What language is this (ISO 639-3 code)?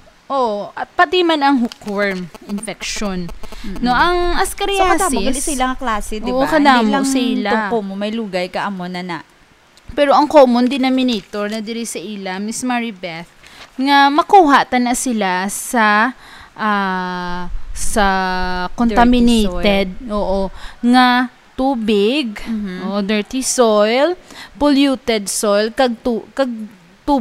hil